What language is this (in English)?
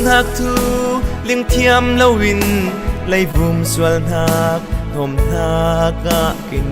Falam Chin